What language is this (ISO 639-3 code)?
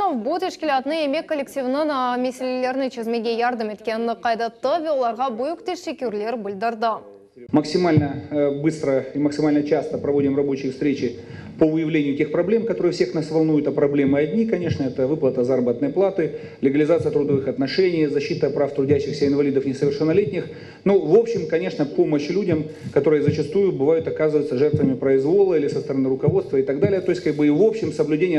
crh